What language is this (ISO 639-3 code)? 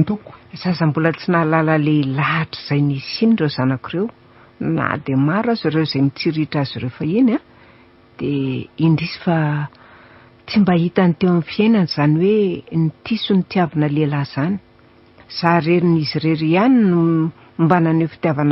mlg